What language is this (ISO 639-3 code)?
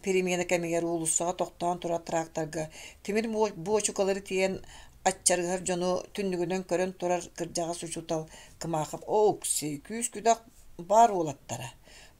sah